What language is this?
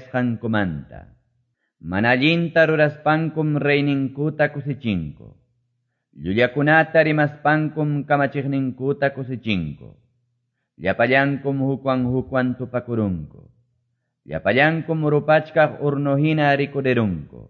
Quechua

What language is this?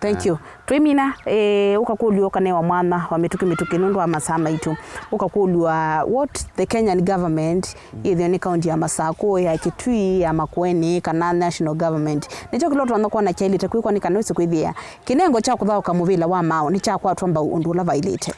Kamba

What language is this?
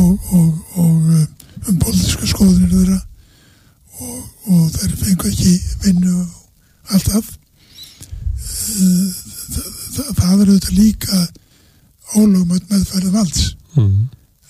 Icelandic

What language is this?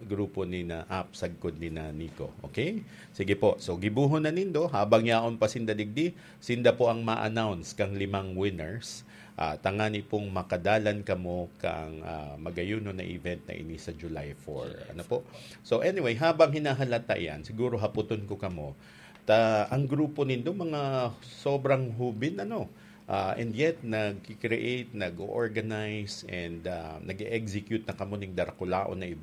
Bikol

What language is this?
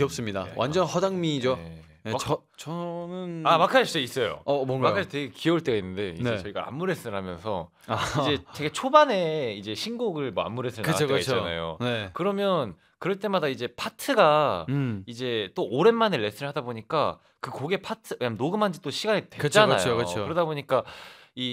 Korean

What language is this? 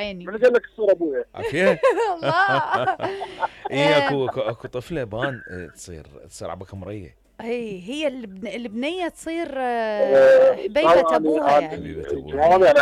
Mesopotamian Arabic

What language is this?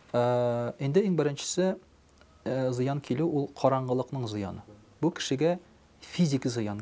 Tatar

